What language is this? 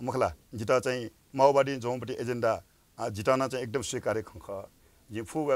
Newari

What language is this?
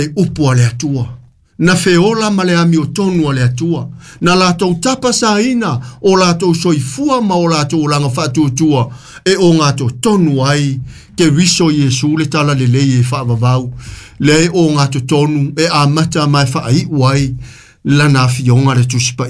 Samoan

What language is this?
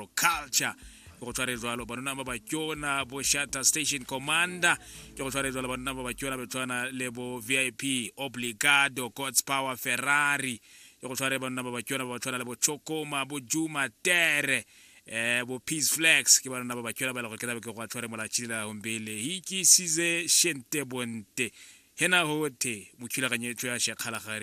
Tswana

